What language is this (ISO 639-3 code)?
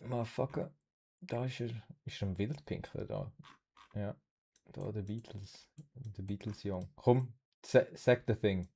gsw